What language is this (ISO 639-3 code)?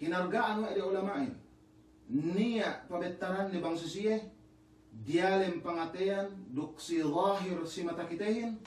yka